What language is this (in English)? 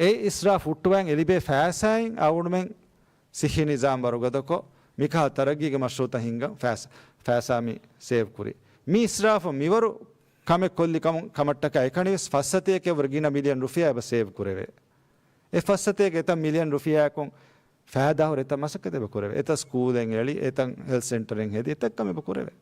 Divehi